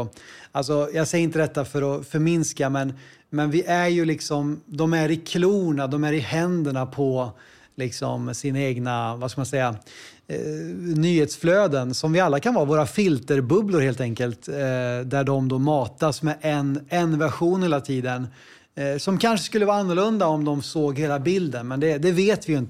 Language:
Swedish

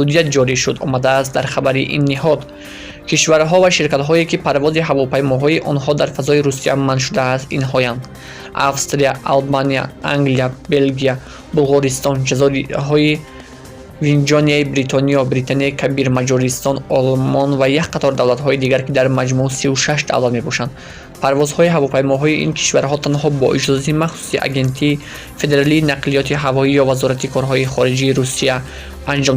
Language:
Tajik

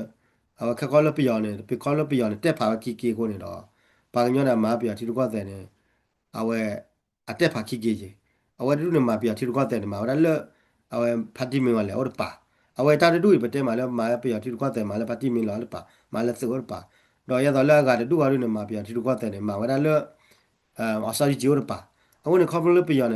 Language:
S'gaw Karen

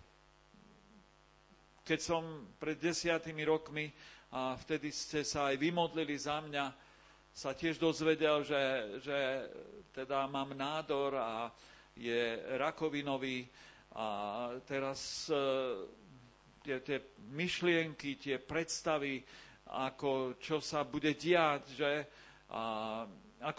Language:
Slovak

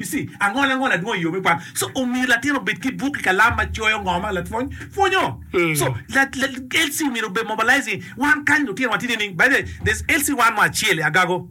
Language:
Acoli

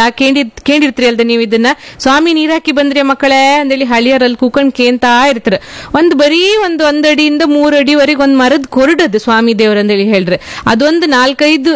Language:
Kannada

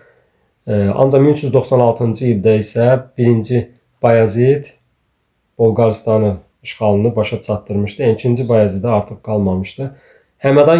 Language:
Azerbaijani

